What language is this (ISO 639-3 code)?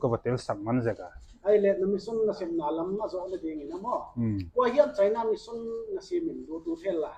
pck